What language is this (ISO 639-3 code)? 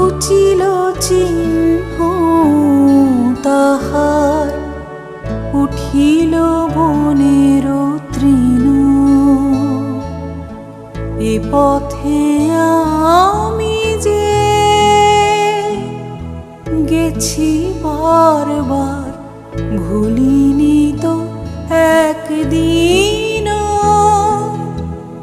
ben